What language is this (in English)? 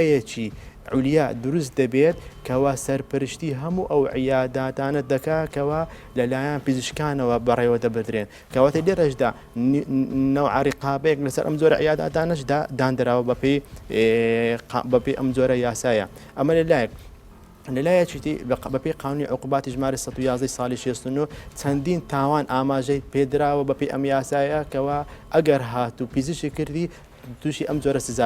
Central Kurdish